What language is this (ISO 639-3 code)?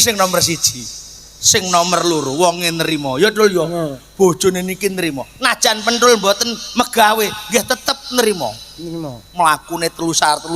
jav